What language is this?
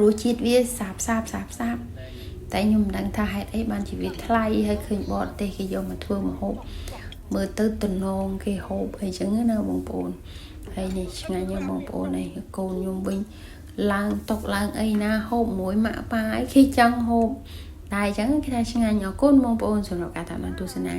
Khmer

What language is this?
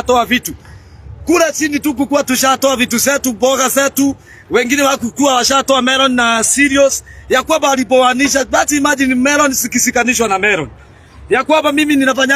Kikuyu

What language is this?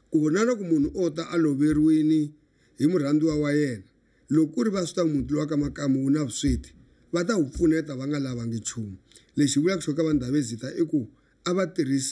Tsonga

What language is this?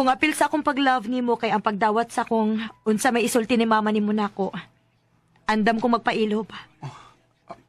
Cebuano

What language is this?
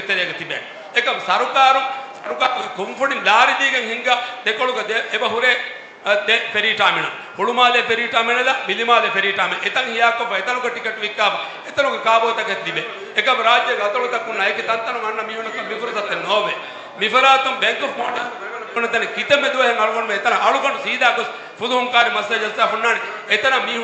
Divehi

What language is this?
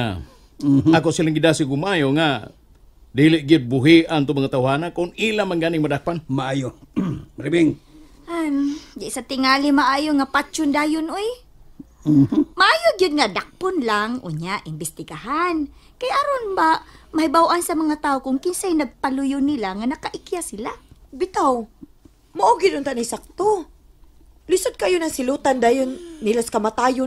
Cebuano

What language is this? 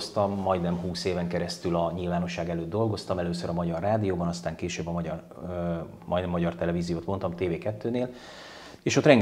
Hungarian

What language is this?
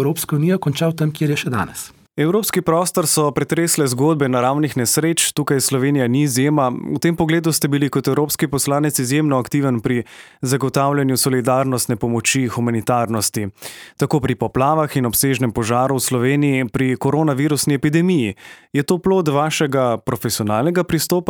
Slovenian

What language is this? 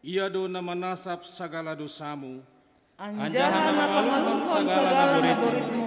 Batak Simalungun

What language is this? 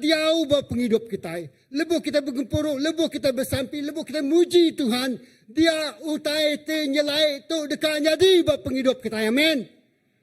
Iban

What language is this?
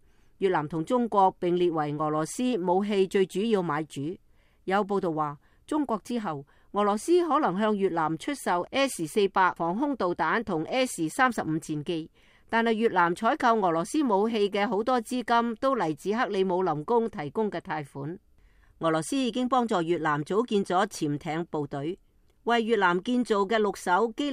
Cantonese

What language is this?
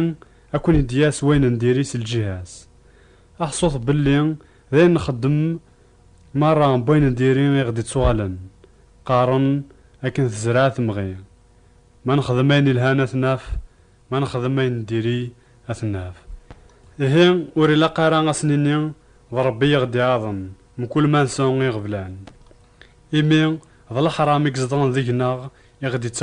Kabyle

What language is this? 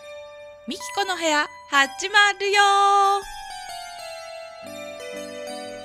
Japanese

